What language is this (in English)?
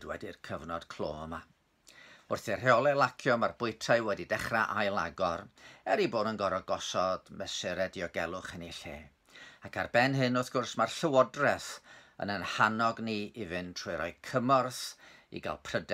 Welsh